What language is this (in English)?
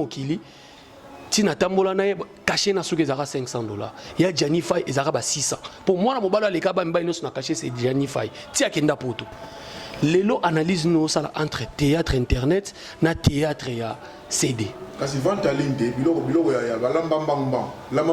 Lingala